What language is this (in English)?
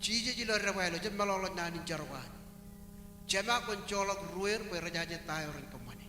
Marshallese